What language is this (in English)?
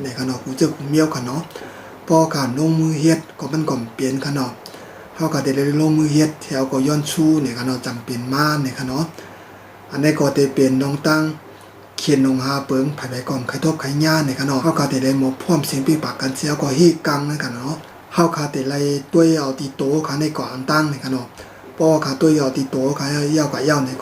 Shan